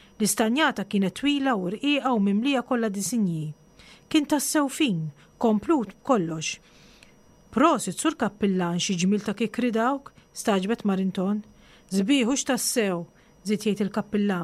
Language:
Maltese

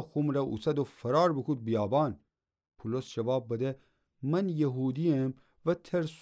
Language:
Gilaki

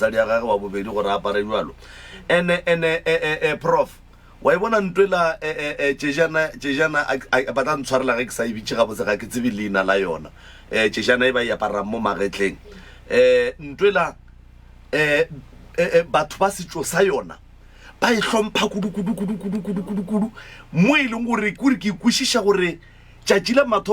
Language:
Northern Sotho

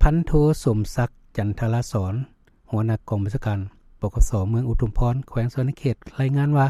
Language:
Lao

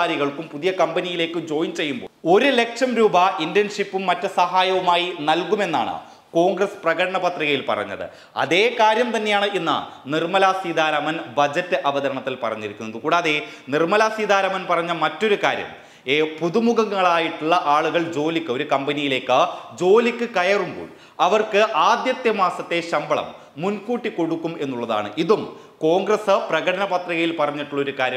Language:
Malayalam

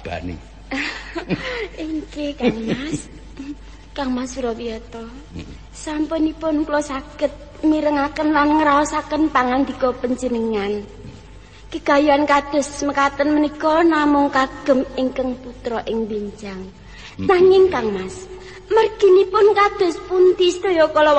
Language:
Javanese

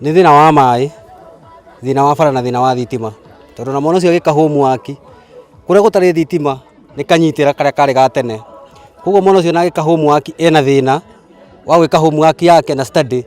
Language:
Kikuyu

